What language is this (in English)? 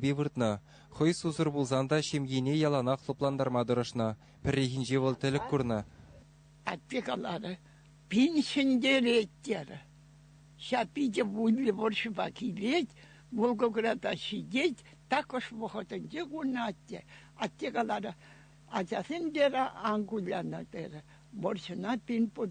Chuvash